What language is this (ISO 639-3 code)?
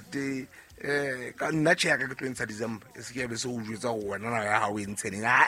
sot